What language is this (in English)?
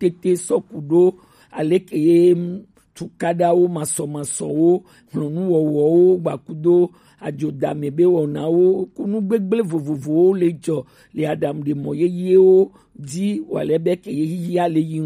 Gen